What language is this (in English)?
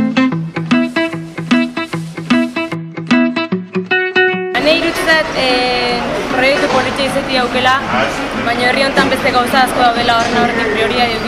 Basque